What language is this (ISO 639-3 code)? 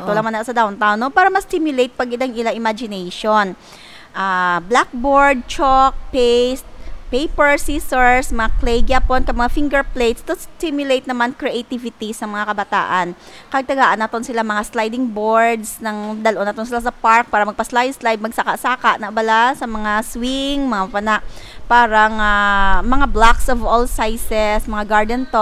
hil